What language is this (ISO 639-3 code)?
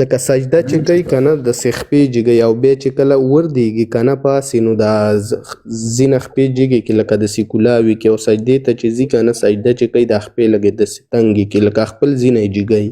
pus